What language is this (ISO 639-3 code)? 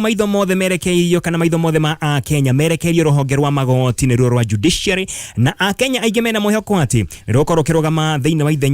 kik